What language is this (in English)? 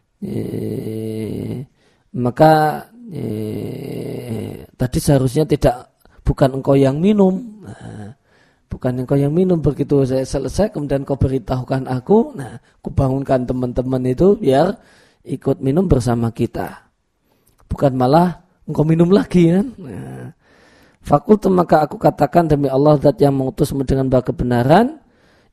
Indonesian